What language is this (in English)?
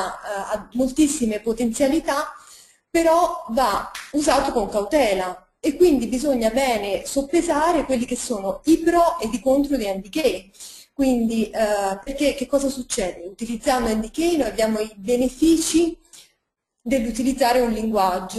Italian